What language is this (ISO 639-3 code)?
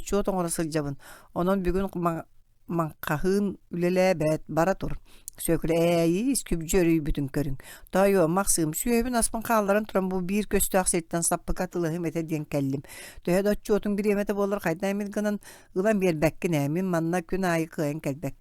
sah